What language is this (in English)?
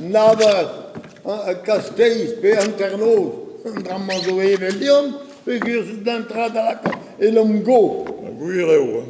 Breton